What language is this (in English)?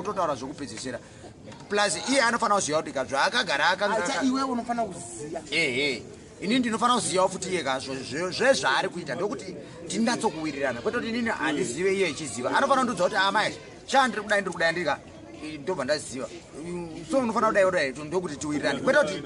Shona